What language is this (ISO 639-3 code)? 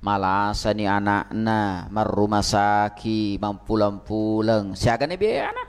bug